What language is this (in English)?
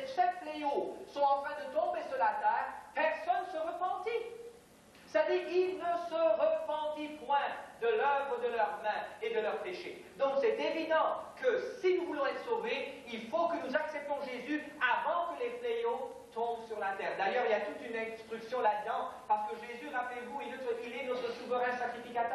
French